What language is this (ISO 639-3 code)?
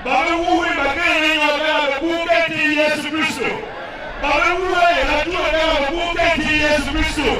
tiv